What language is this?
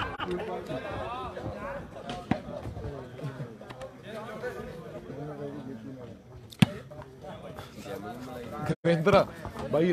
Punjabi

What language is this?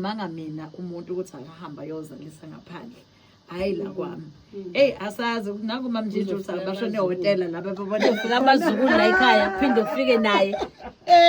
Zulu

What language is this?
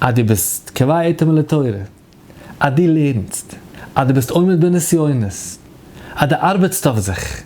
Yiddish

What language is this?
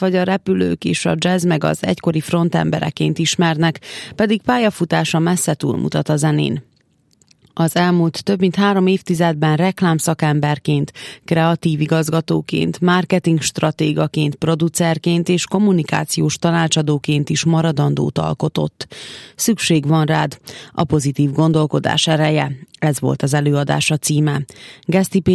Hungarian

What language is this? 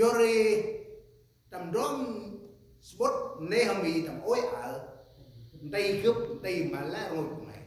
Central Mnong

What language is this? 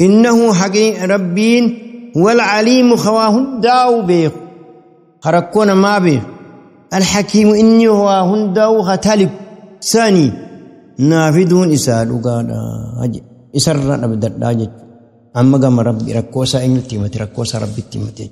Oromo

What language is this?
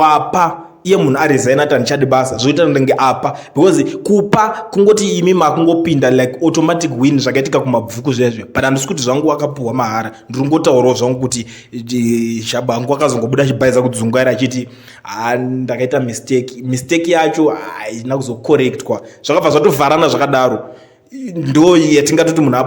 Shona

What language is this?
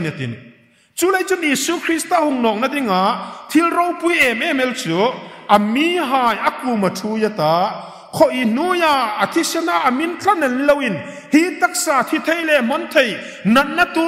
Hmar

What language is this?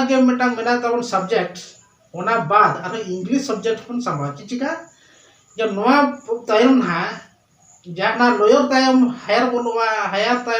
Santali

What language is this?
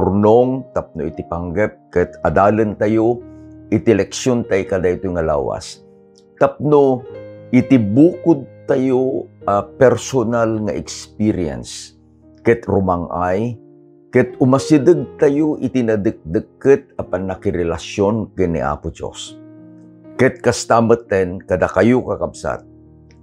Iloko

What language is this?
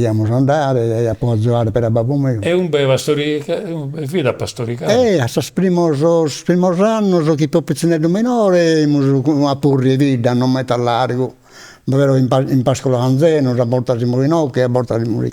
Sardinian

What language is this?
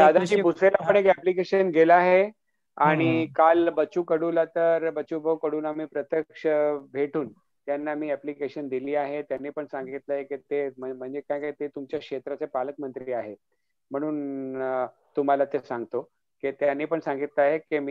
Marathi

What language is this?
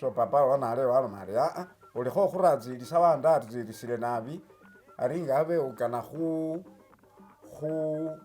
Masaaba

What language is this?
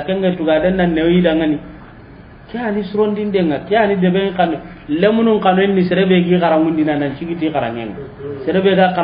Soninke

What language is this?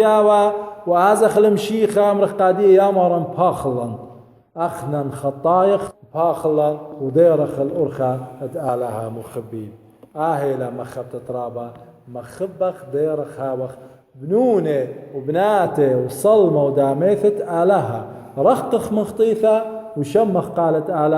Assyrian Neo-Aramaic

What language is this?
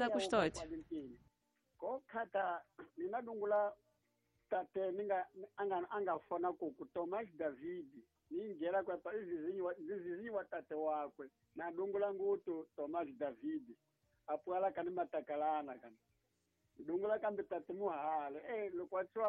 Tsonga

